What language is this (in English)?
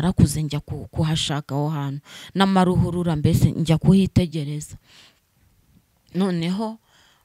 Kinyarwanda